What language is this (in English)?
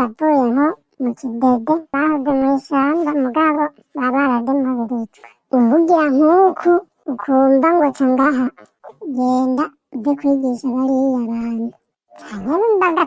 Rundi